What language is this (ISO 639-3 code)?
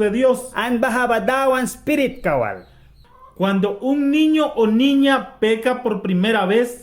miq